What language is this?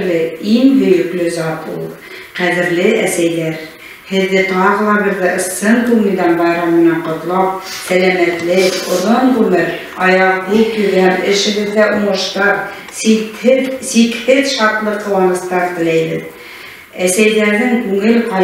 Bashkir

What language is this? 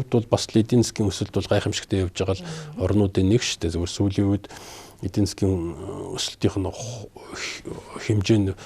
Mongolian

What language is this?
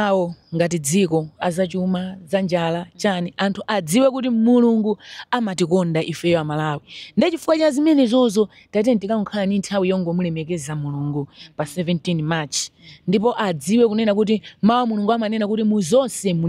Nyanja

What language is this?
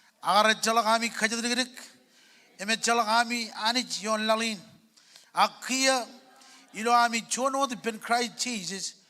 Marshallese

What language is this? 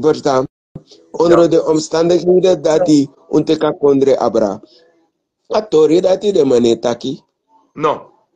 Sranan Tongo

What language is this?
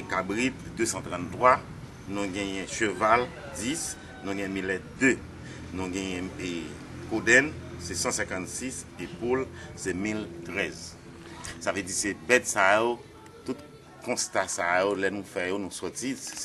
Haitian Creole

